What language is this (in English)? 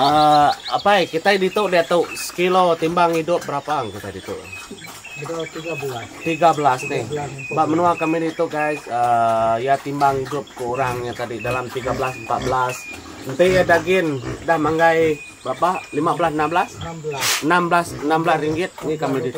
Iban